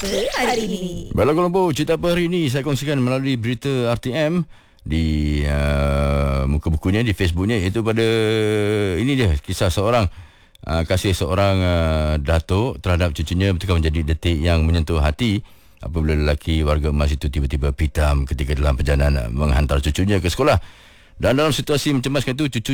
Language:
Malay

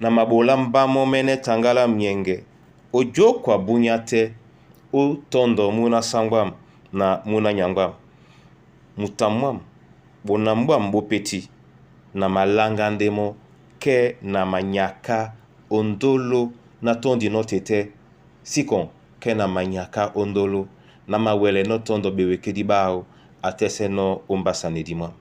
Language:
Duala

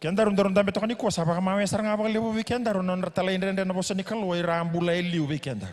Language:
Fijian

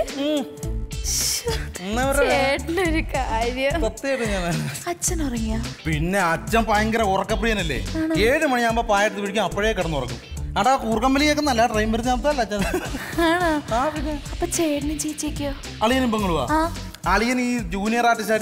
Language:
Malayalam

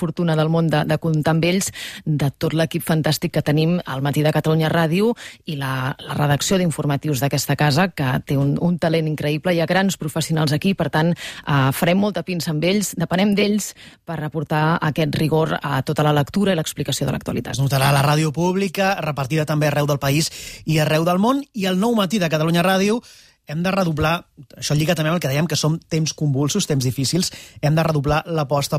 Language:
Catalan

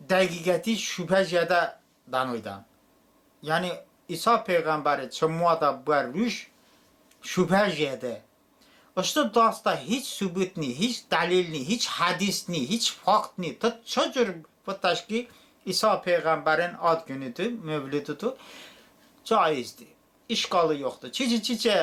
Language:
Talysh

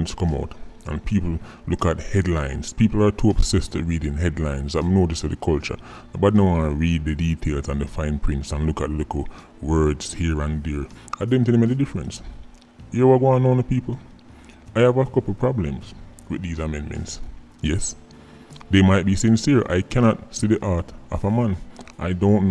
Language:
Jamaican Creole English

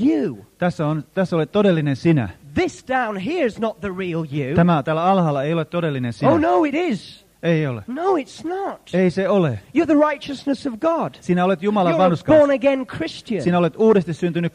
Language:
Finnish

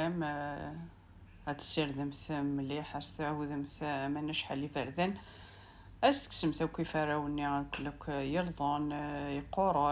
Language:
Kabyle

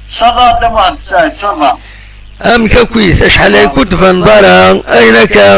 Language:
Kabyle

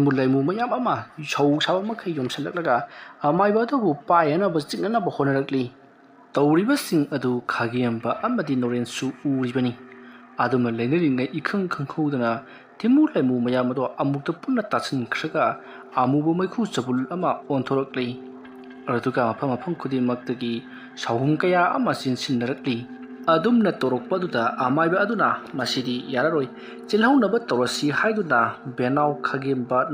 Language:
Manipuri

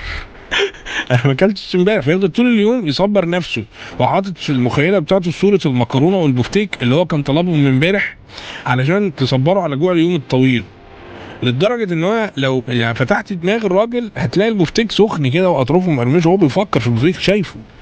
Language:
Egyptian Arabic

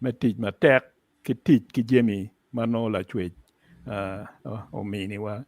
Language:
Acoli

